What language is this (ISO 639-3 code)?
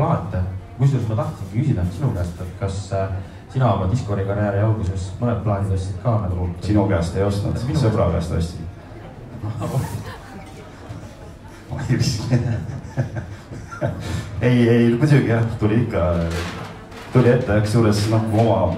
est